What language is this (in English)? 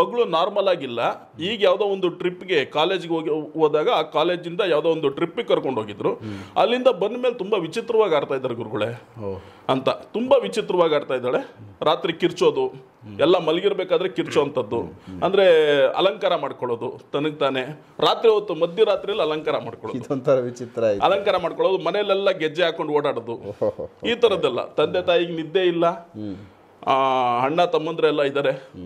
Kannada